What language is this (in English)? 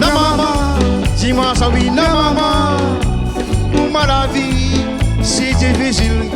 Réunion Creole French